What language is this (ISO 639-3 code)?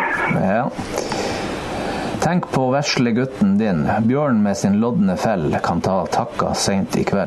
nor